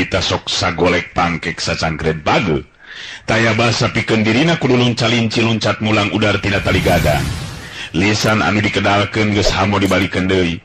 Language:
Sundanese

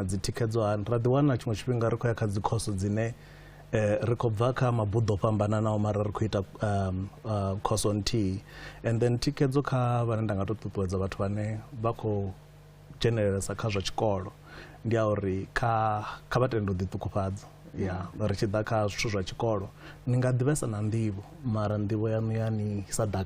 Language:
Venda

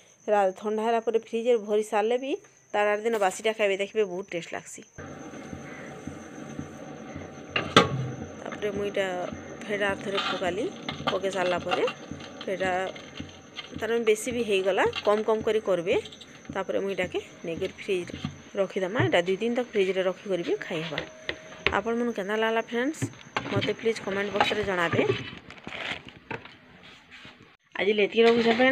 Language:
Sambalpuri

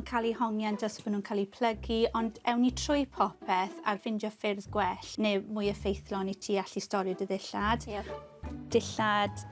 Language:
Welsh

